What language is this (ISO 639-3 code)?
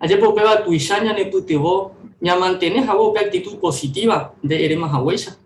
grn